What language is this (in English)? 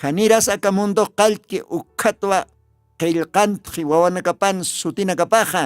Aymara